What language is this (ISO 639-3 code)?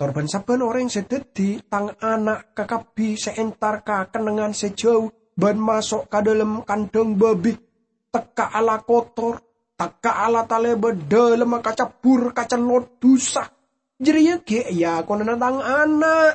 mad